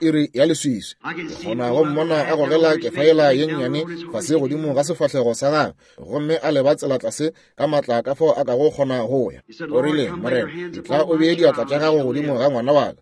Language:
Northern Sotho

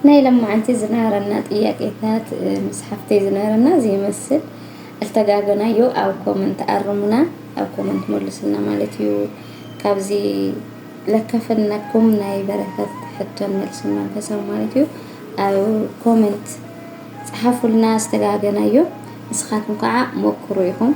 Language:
Tigrinya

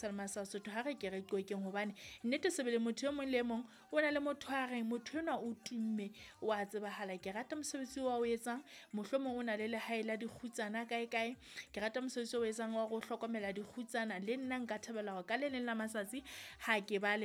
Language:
Southern Sotho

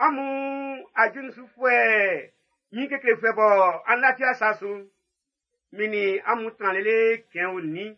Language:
Baoulé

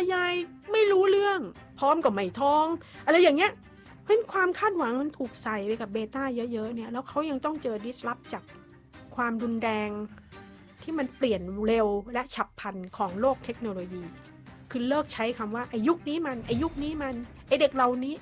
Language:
Thai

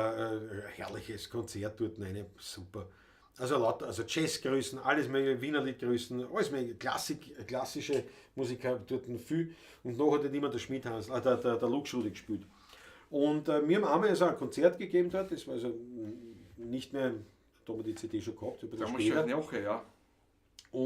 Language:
Bavarian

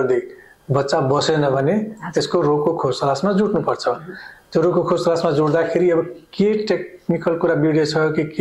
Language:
Nepali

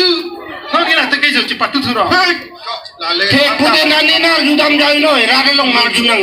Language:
Karbi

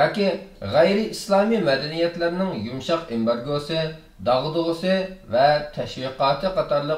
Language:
Uyghur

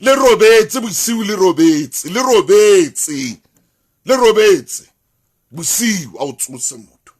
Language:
Southern Sotho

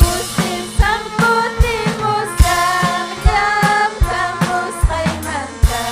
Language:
Ayacucho Quechua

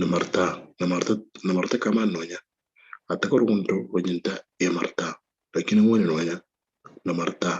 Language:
Moro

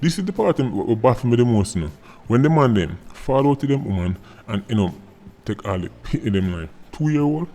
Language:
Jamaican Creole English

